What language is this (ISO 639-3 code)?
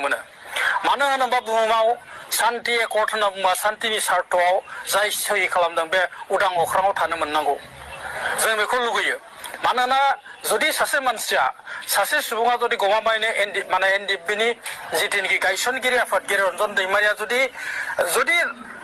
brx